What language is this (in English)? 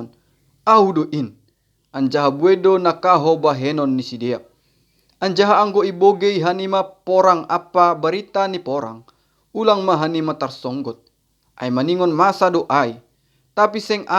Batak Simalungun